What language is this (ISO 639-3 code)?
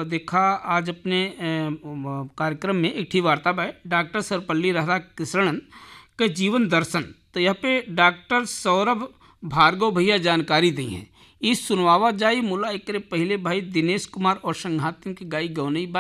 bho